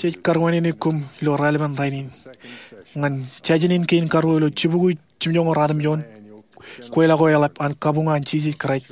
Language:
Marshallese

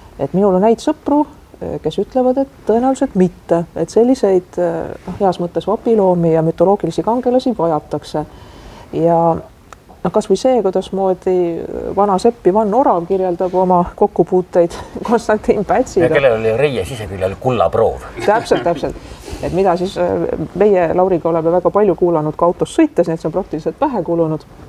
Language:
Estonian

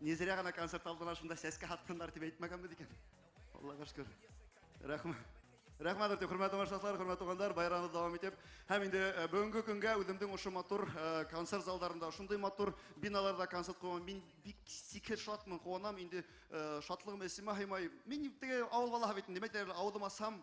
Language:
Bashkir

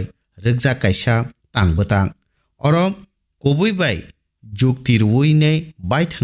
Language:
Kok Borok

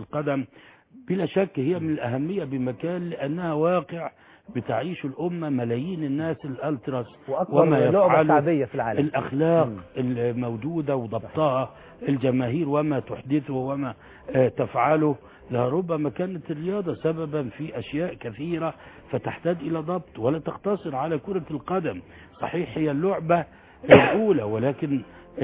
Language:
Arabic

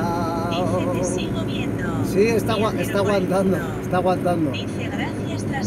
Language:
Spanish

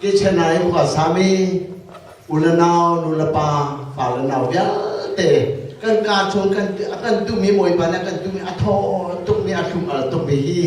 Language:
Hakha Chin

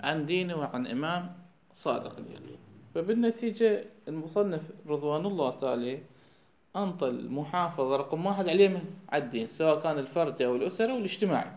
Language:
Mesopotamian Arabic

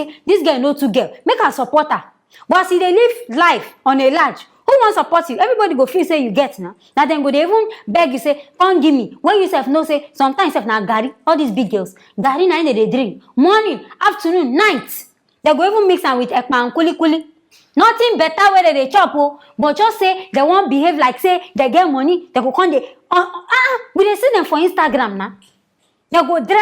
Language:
Nigerian Pidgin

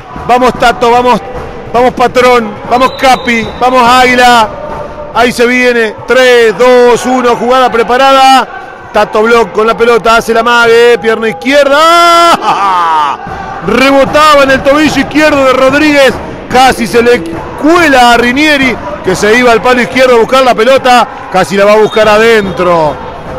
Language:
Spanish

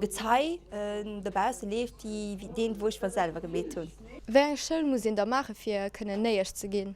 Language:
Luxembourgish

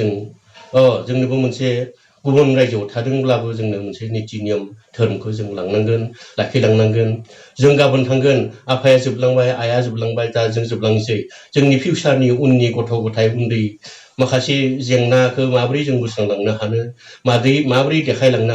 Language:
Bodo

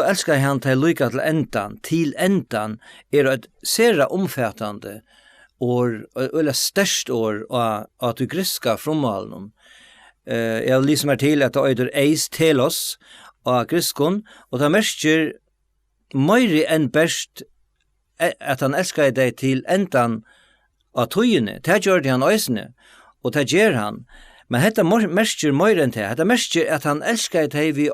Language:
Faroese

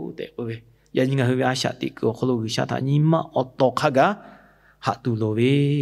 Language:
Lahu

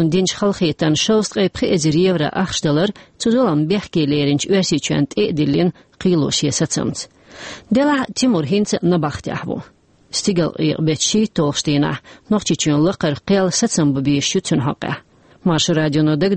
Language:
Chechen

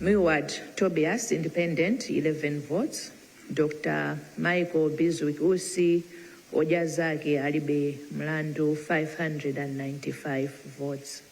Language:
Nyanja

